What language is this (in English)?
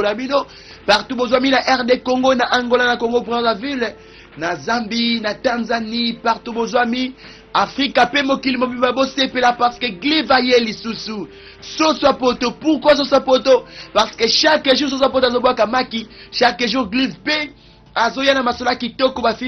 Lingala